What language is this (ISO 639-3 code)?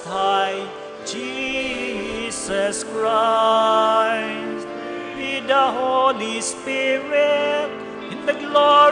bik